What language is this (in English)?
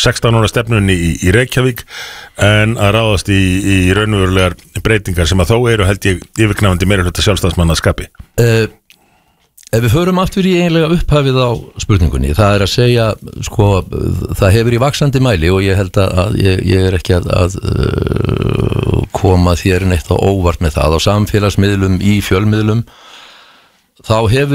Icelandic